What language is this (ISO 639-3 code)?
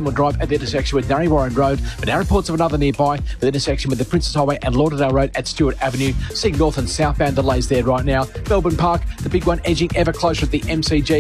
eng